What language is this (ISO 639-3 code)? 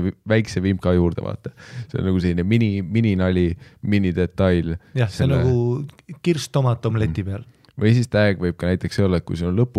est